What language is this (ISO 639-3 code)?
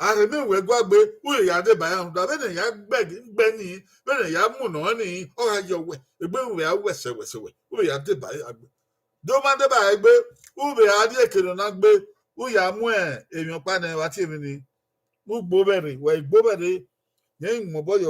bin